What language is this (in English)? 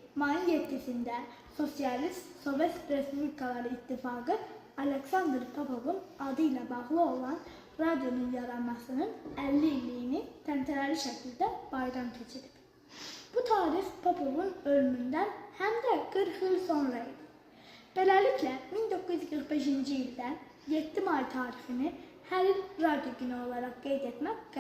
Azerbaijani